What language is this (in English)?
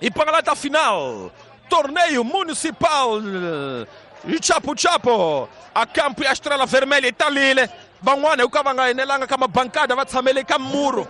Tsonga